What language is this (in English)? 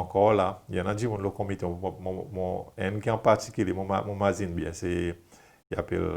Seselwa Creole French